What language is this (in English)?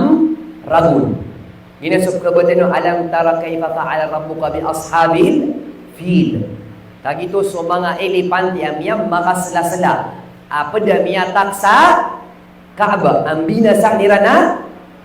Maranao